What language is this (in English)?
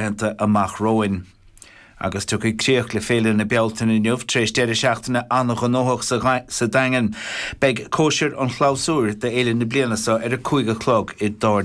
Irish